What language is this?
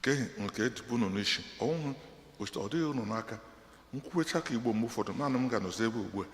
Igbo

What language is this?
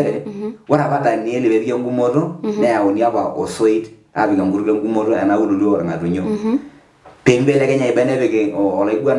Masai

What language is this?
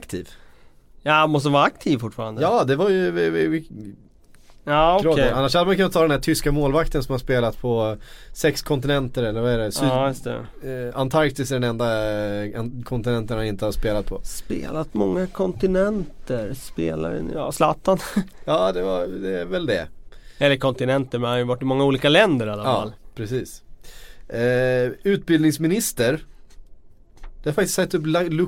Swedish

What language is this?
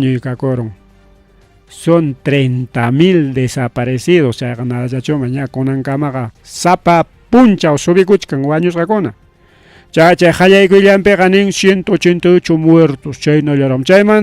Ayacucho Quechua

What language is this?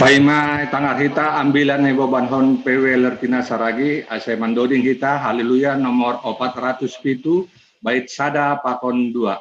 Batak Simalungun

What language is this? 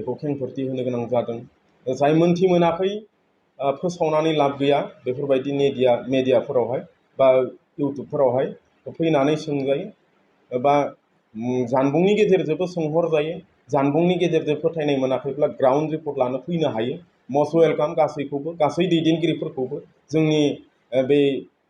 Bodo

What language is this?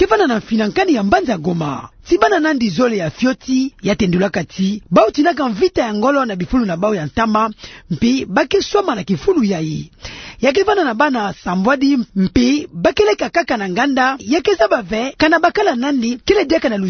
Kituba (Democratic Republic of Congo)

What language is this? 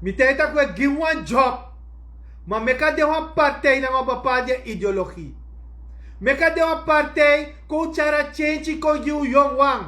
Sranan Tongo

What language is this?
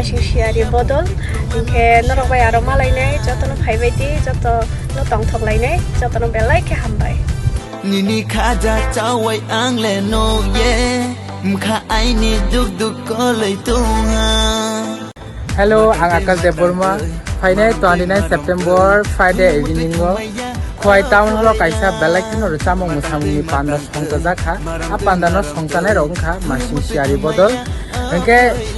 Kok Borok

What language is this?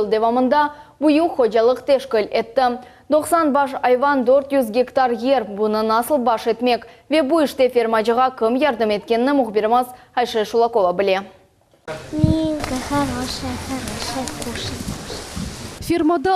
Crimean Tatar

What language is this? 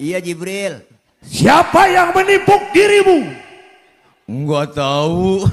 Betawi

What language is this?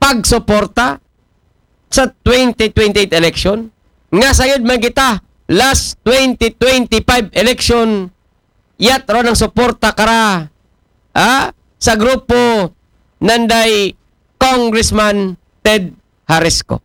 Aklanon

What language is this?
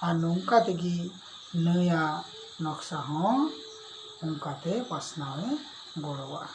Santali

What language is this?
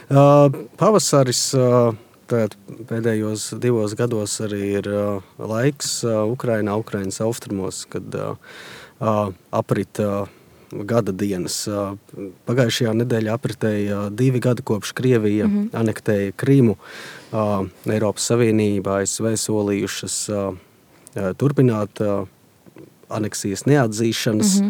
Latvian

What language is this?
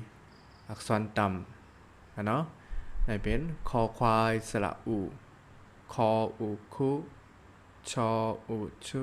Shan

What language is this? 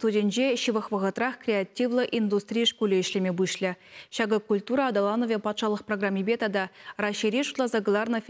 Chuvash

